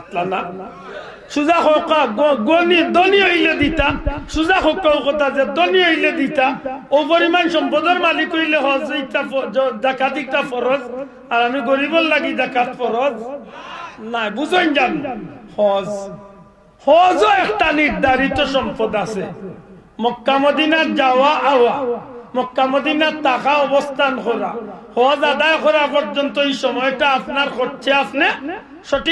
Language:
Sylheti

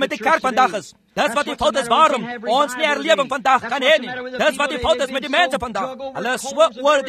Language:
Afrikaans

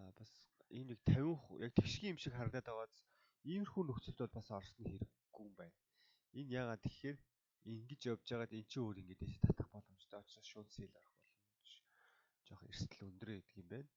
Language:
Mongolian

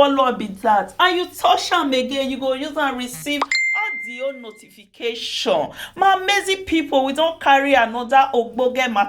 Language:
Nigerian Pidgin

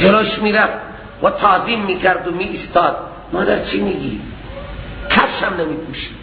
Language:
Persian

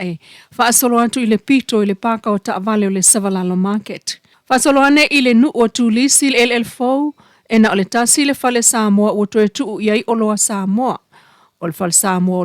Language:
Samoan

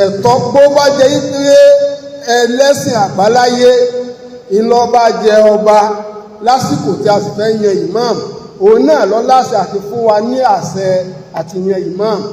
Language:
Yoruba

